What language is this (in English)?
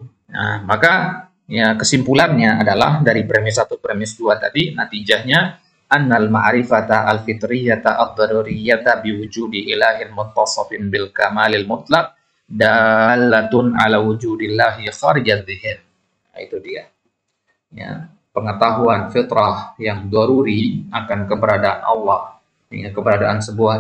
Indonesian